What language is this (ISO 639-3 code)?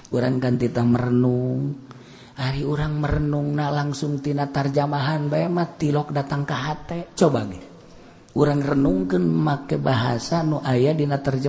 sun